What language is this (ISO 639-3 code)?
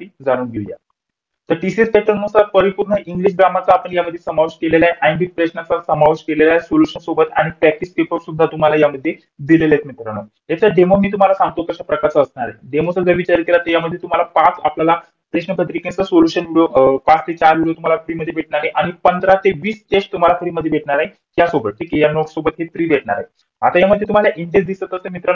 mar